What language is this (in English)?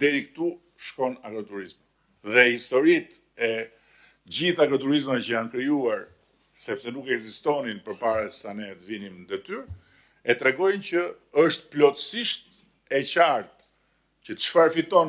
Albanian